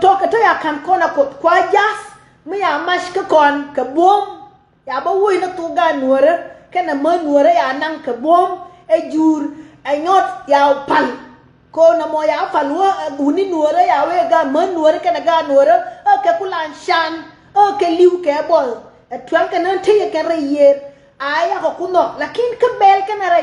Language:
Nuer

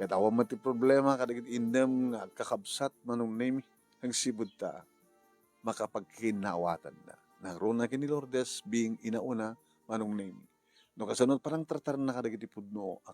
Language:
Iloko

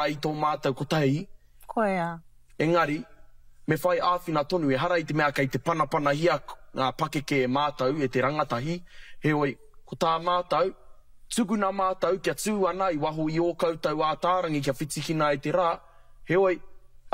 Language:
Māori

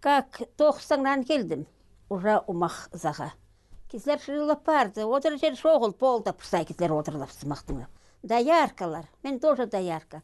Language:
Khakas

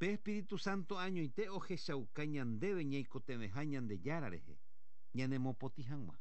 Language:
Guarani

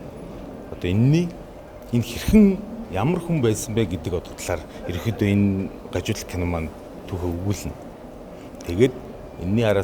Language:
Mongolian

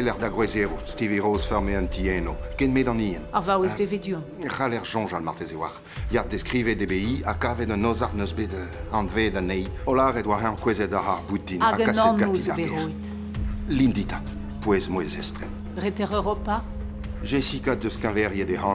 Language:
Breton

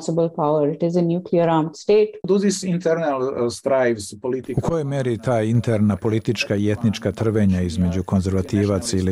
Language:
Serbian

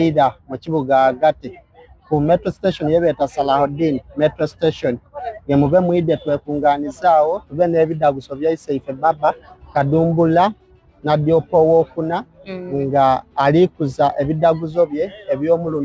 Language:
Soga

